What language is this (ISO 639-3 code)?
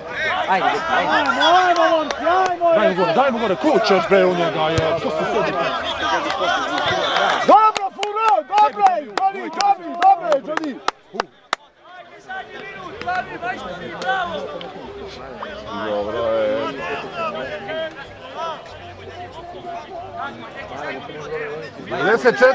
srp